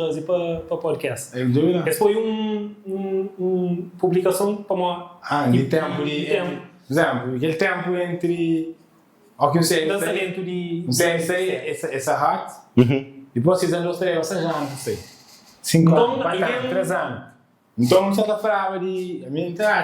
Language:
Kabuverdianu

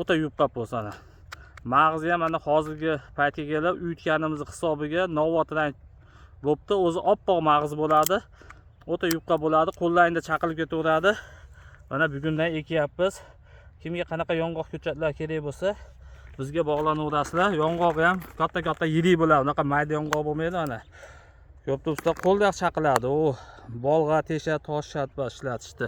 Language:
Uzbek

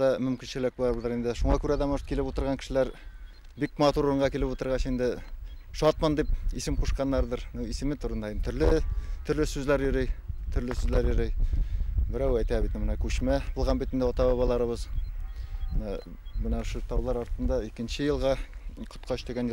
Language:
Bashkir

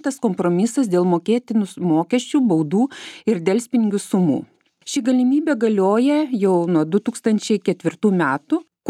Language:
Lithuanian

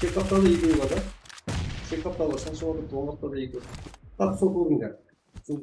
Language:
Kara-Kalpak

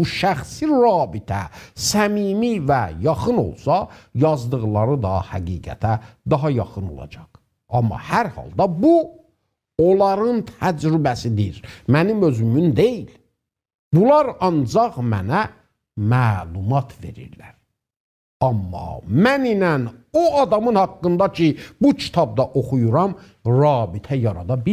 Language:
South Azerbaijani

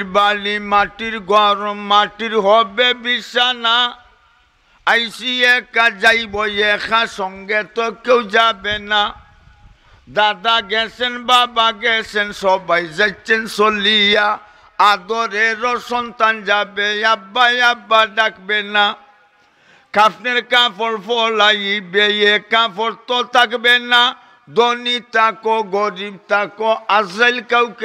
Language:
Sylheti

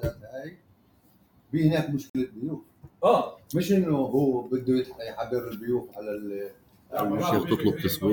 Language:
North Levantine Arabic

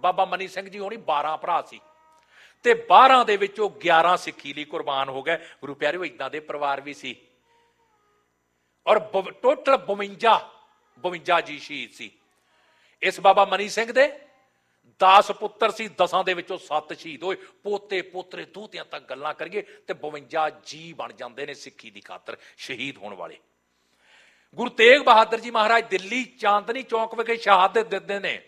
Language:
Punjabi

